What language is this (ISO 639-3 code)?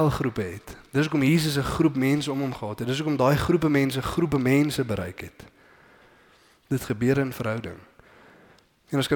afr